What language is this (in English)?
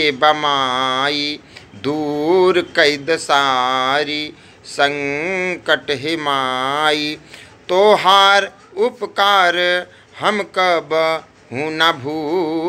Bhojpuri